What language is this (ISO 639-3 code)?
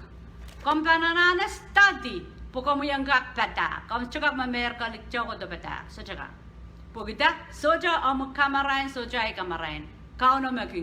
pon